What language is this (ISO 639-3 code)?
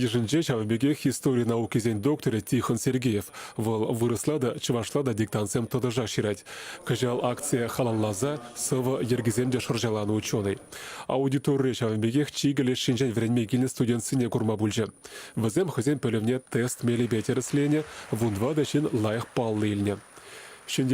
chv